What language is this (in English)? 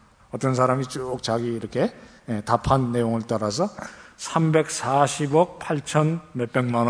Korean